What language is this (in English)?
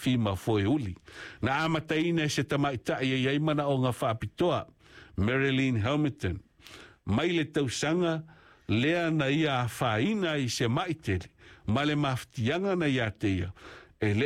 Samoan